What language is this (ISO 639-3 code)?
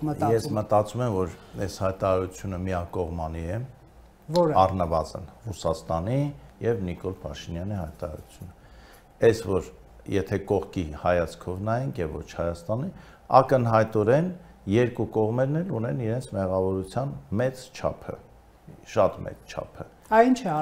hye